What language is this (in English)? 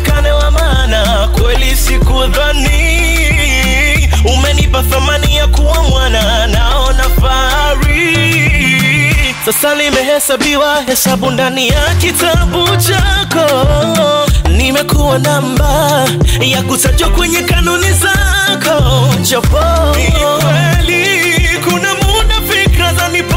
Swahili